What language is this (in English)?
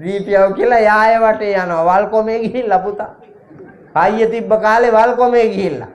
Sinhala